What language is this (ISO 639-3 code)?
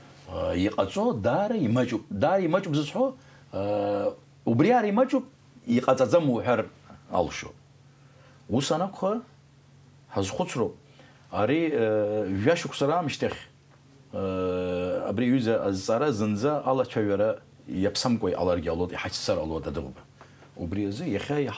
abk